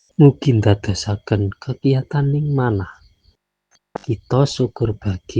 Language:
Javanese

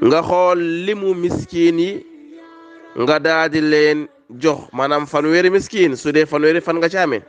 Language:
Wolof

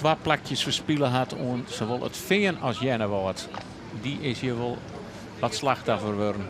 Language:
Western Frisian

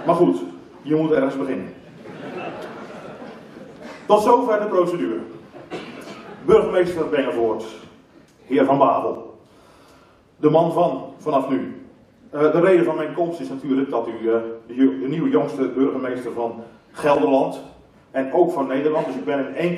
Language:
Dutch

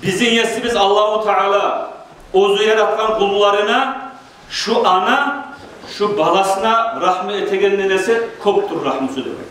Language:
Kumyk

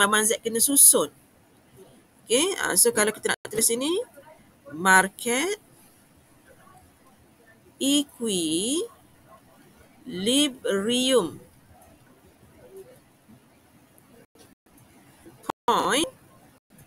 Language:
Malay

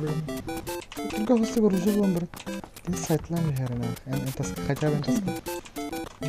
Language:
Yakut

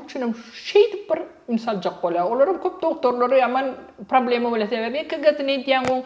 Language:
Turkmen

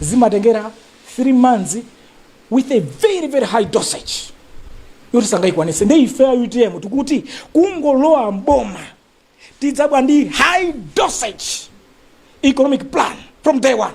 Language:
Nyanja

